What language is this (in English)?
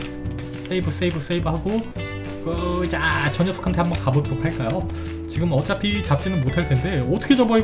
Korean